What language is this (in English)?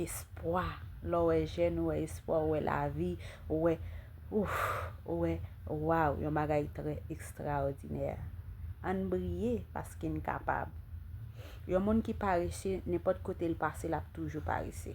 Haitian Creole